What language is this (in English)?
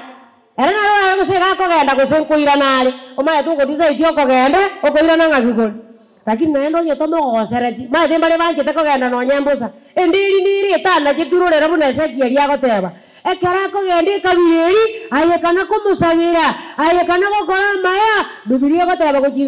Gusii